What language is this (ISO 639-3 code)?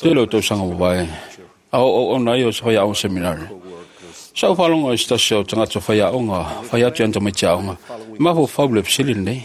smo